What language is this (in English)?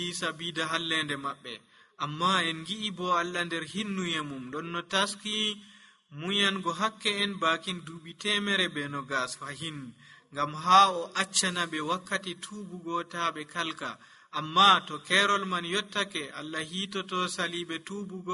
Nigerian Fulfulde